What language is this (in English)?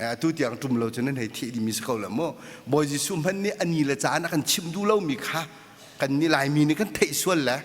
Hakha Chin